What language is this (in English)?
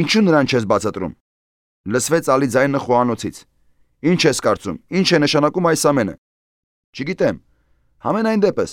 Armenian